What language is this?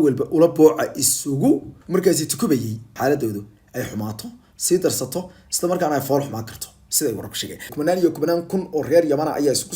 Somali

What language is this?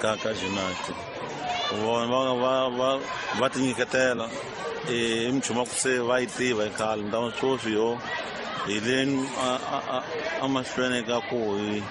Tsonga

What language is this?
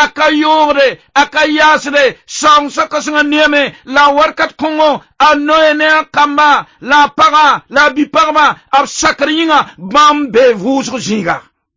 Mossi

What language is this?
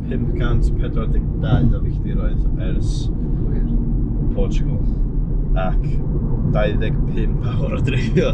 Welsh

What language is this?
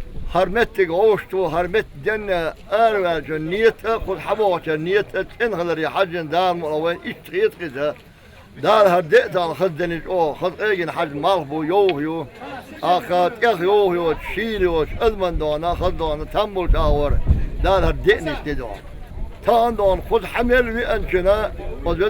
Chechen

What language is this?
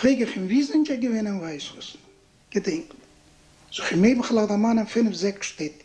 Yiddish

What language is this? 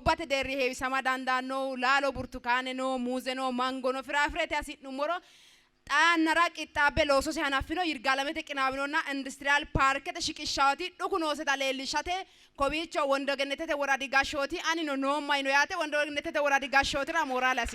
Sidamo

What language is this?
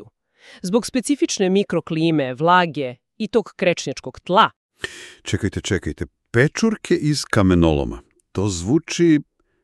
Serbian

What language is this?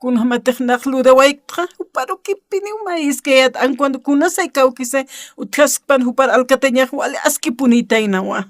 Aymara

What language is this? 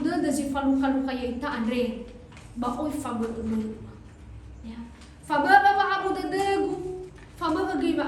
Nias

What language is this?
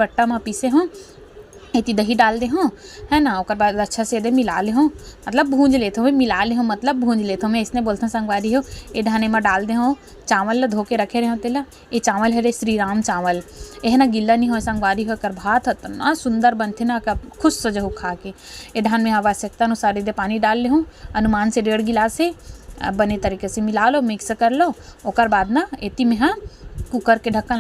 Chhattisgarhi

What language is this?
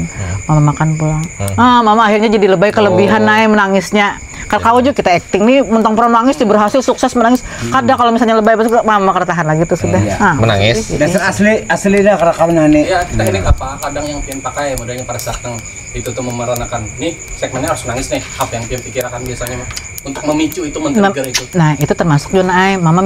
Banjar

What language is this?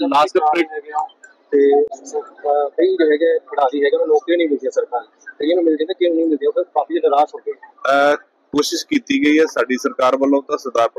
Punjabi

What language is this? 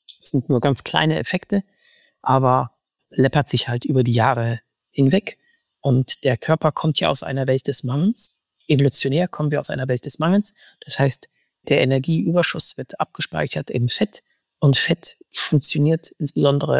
German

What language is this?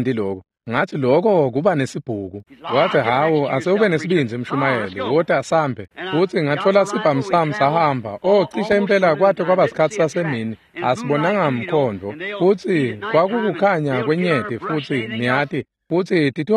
Swati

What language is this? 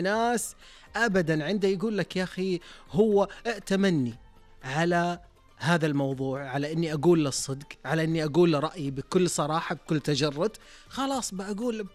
Arabic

